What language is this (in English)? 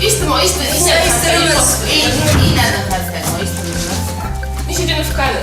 Ossetic